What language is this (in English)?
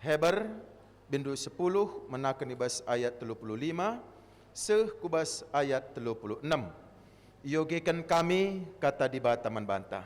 Batak Karo